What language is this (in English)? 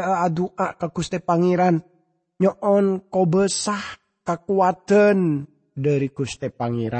Madurese